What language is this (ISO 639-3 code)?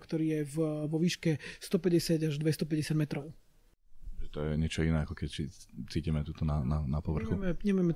slk